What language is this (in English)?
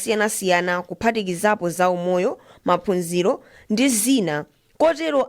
Nyanja